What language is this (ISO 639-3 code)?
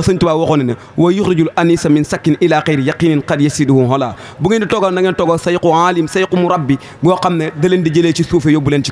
wol